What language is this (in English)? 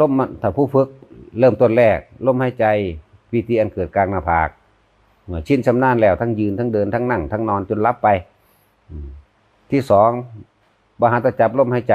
Northeastern Thai